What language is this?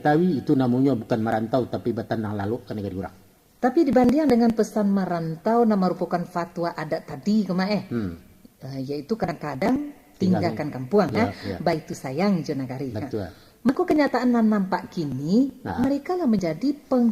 Minangkabau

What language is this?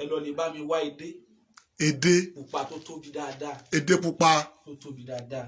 Yoruba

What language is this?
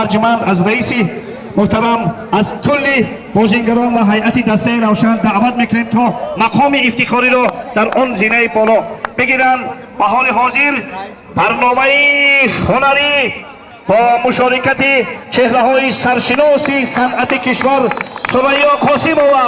Tajik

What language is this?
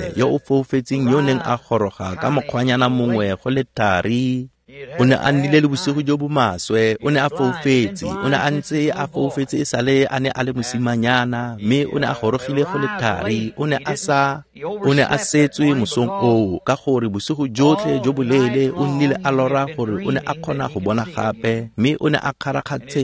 Tswana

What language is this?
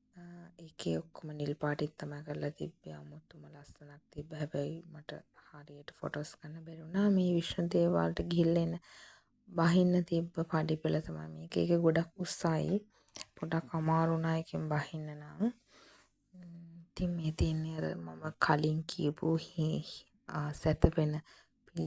Sinhala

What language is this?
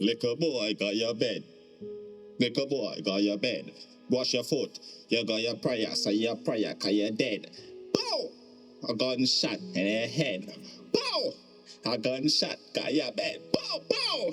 Jamaican Creole English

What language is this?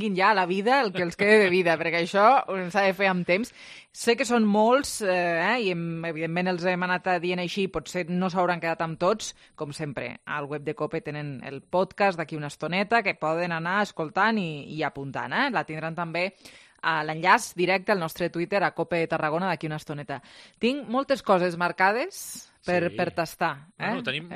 Catalan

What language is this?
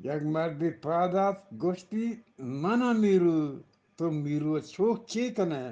Eastern Balochi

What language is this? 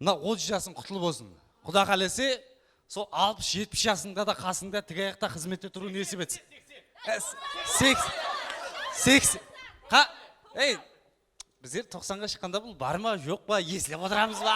Kara-Kalpak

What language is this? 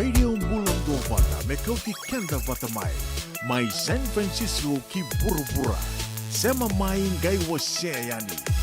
Fijian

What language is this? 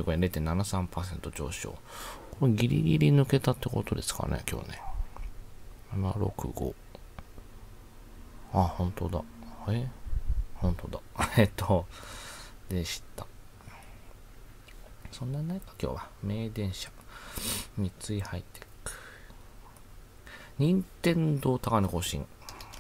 Japanese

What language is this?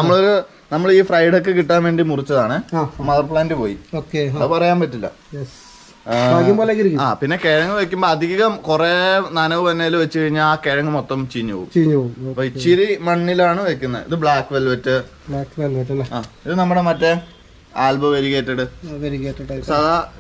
Malayalam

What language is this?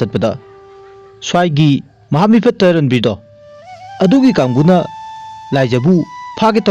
Manipuri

